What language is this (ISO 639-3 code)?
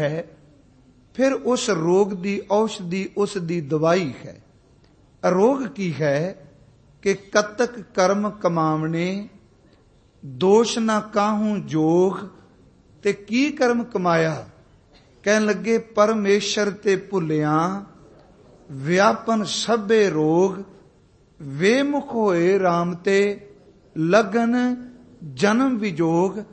pan